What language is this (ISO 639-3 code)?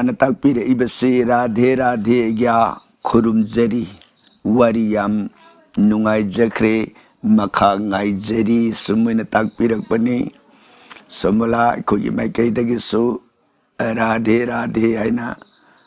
mni